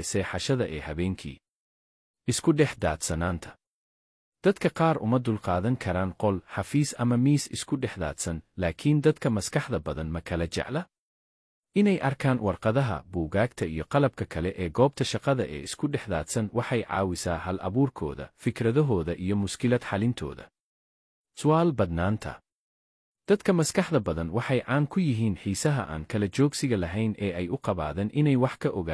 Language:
Somali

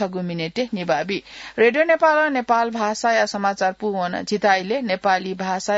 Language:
Newari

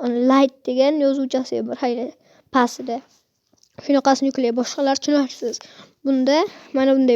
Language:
Uzbek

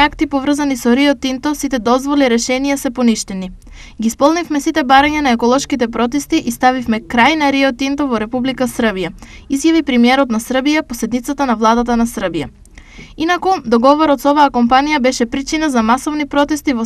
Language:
Macedonian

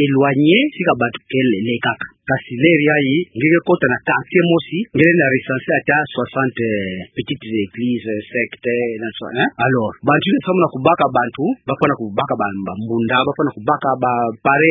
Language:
Kituba (Democratic Republic of Congo)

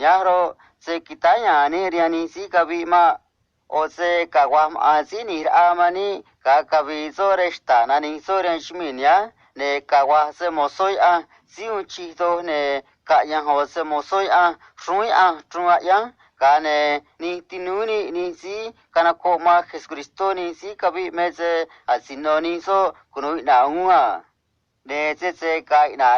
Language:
Copala Triqui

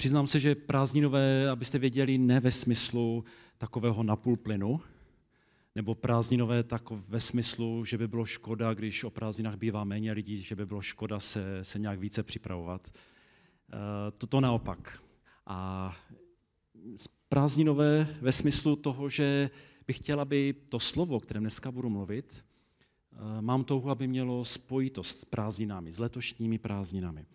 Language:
Czech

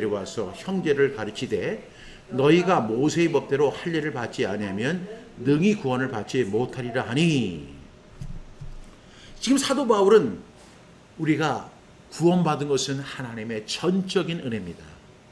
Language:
Korean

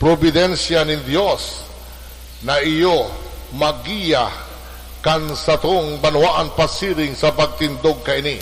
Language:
Bikol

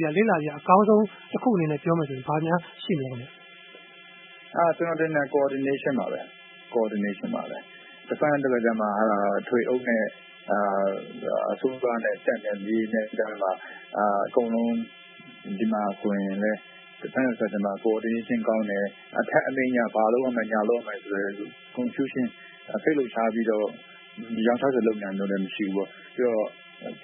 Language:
Burmese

